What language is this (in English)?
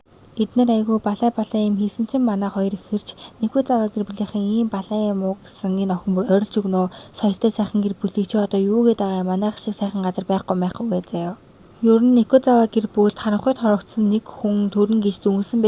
Mongolian